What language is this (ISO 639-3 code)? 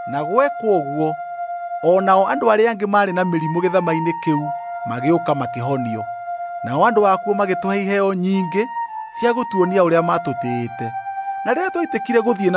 kik